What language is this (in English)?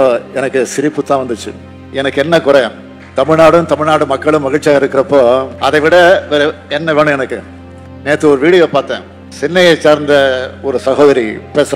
Tamil